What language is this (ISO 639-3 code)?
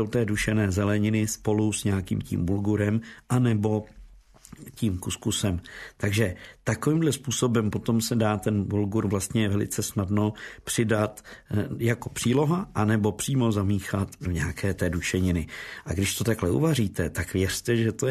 ces